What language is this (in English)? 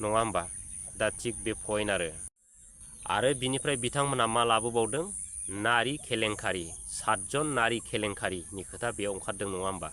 Bodo